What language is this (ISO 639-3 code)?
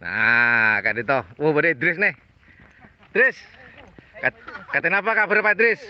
mad